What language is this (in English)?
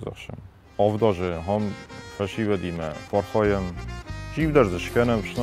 Ossetic